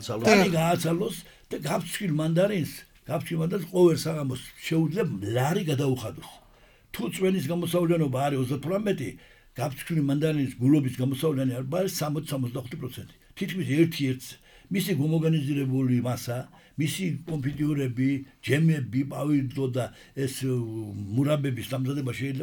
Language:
Georgian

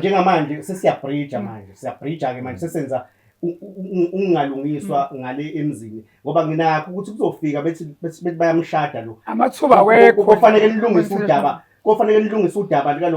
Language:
Zulu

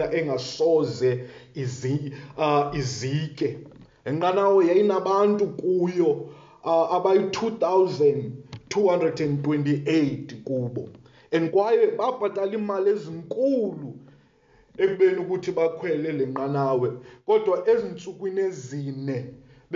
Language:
Xhosa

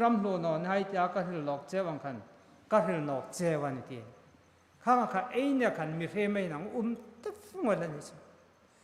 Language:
Hmar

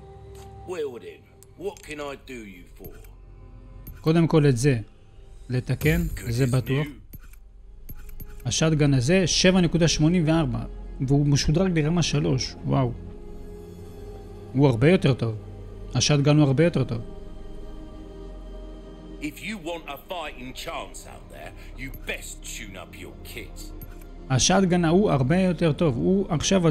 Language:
Hebrew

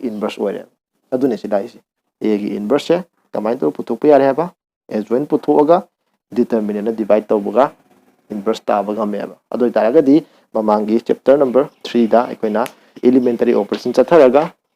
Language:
Manipuri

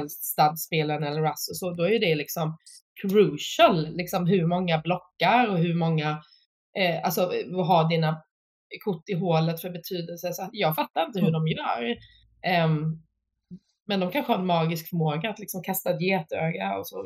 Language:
Swedish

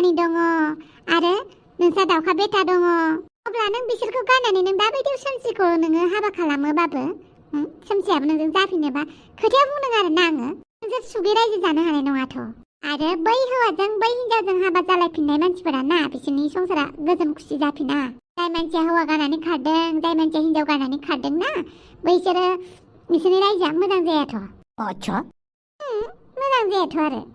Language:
Bodo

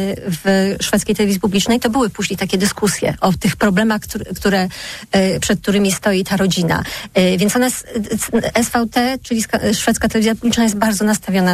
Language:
Polish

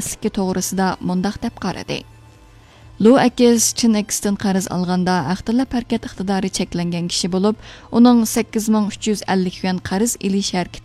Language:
Uyghur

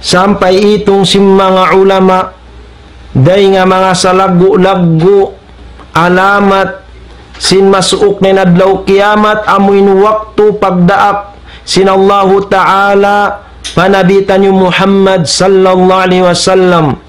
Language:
Tausug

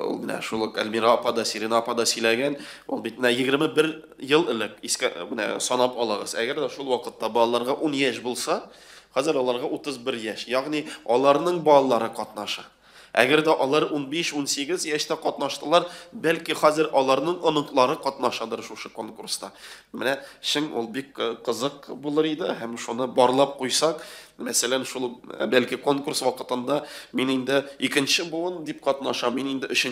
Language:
Tatar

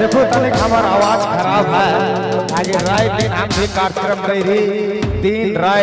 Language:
Sadri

